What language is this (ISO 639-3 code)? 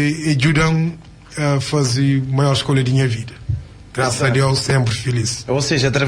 kea